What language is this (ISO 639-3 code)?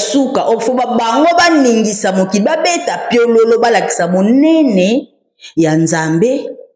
lin